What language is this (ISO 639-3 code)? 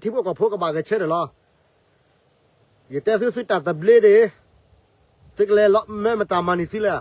ksw